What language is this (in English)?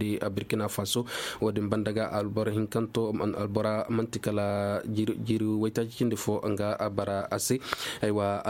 Koyraboro Senni